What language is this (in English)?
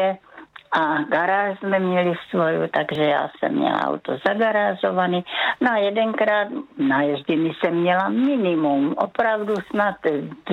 Czech